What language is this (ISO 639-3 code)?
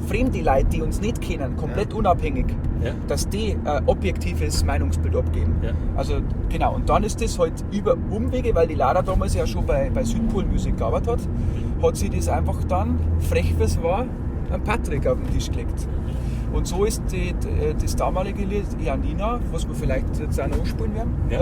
bar